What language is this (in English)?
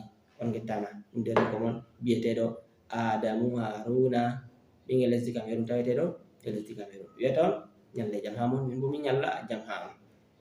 Fula